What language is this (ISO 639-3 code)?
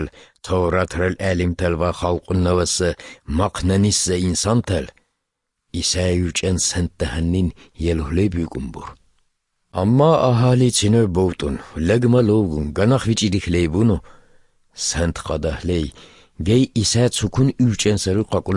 hye